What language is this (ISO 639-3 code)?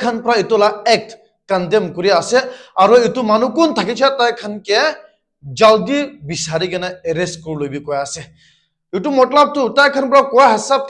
nag